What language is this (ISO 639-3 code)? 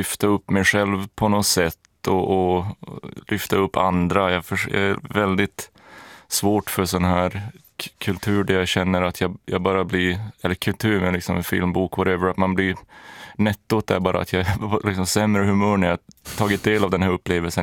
swe